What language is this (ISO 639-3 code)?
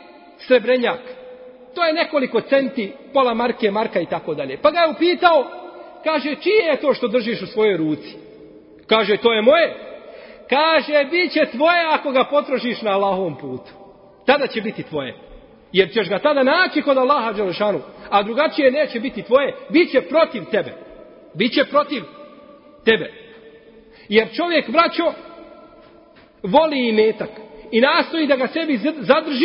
bos